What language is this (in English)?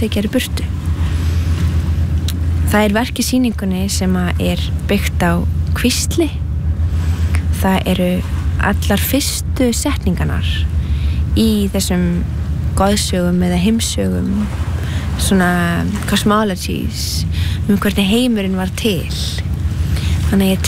Icelandic